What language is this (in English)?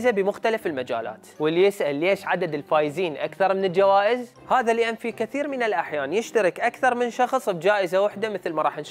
Mesopotamian Arabic